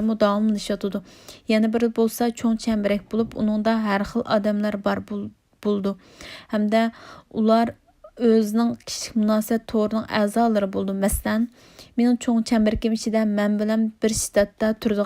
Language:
Uyghur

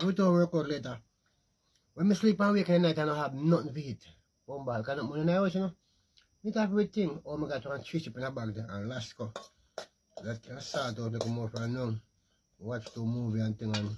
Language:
Jamaican Creole English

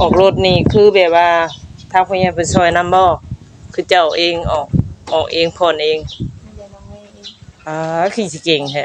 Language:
Northeastern Thai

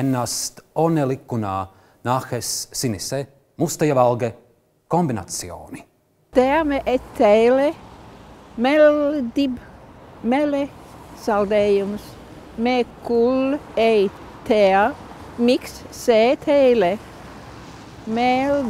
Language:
Estonian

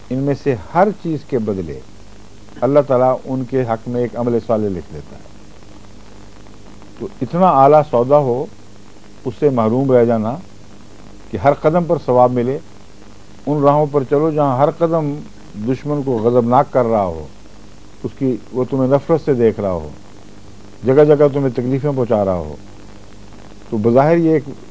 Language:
Urdu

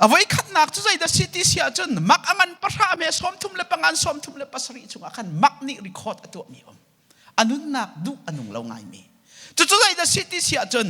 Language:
Hakha Chin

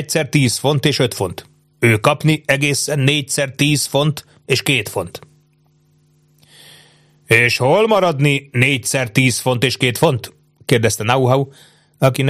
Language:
Hungarian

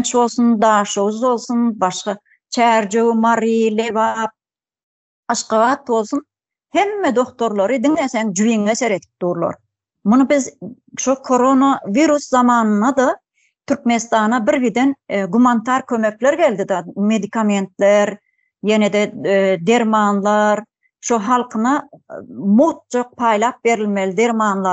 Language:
Turkmen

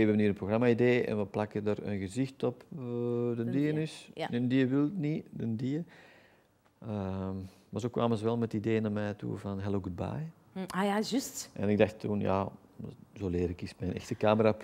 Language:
Dutch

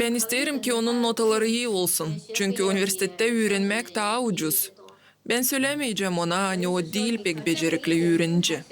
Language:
Gagauz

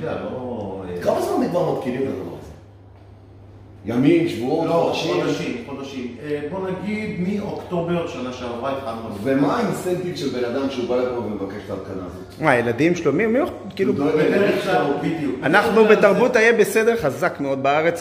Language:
Hebrew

